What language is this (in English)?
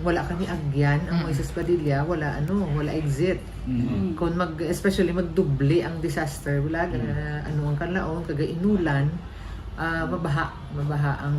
Hiligaynon